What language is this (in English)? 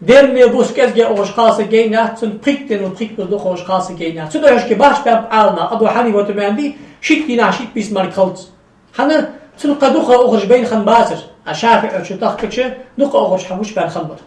Ingush